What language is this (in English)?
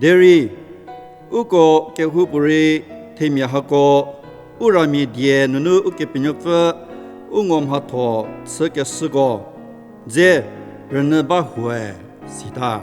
Angami Naga